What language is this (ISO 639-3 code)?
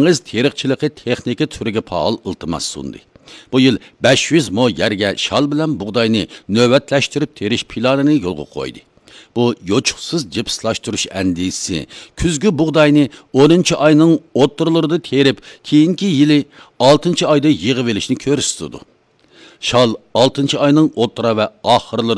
uig